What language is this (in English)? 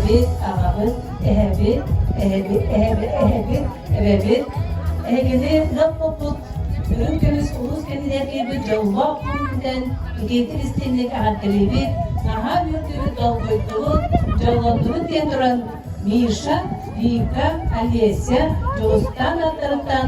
Yakut